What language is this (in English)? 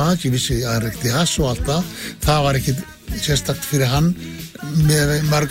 Icelandic